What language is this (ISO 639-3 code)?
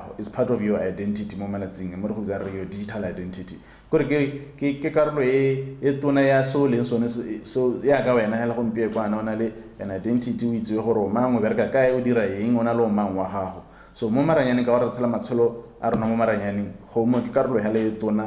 tsn